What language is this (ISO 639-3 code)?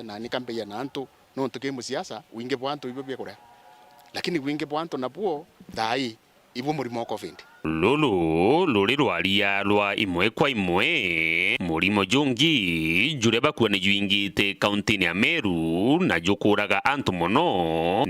mer